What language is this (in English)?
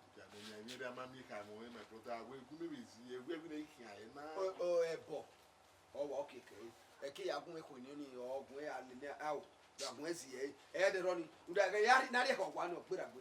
Bini